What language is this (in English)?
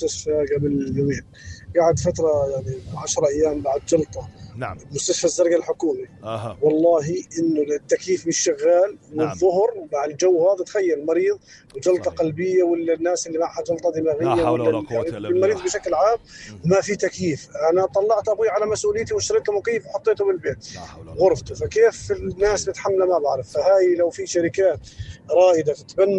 North Levantine Arabic